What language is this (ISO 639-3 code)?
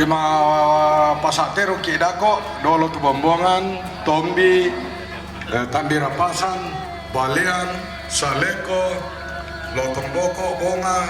sda